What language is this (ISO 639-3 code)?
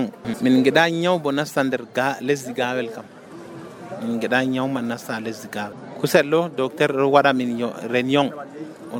fuv